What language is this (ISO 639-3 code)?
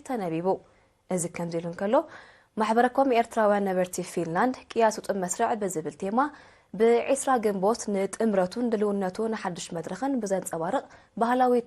tir